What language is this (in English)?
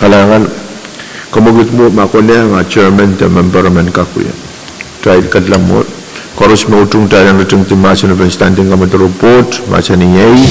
Pohnpeian